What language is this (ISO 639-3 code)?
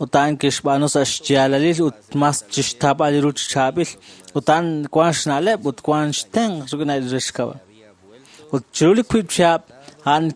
kek